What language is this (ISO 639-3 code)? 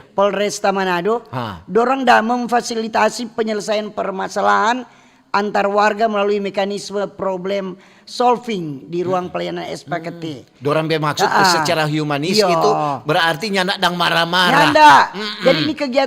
xmm